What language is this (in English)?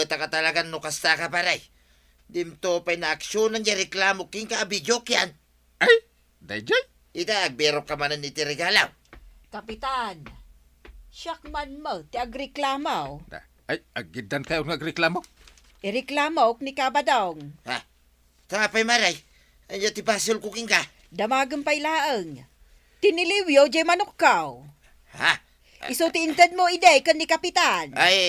Iloko